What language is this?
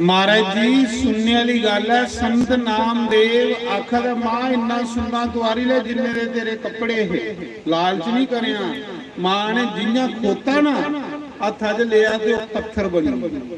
Dogri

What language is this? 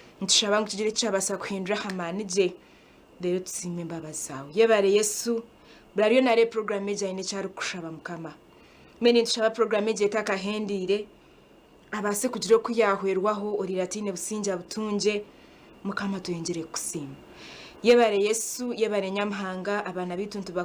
Nyankole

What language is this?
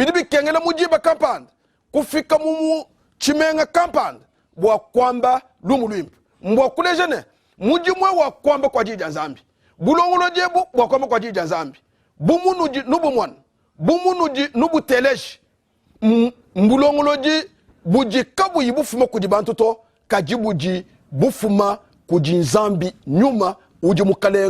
Luba-Lulua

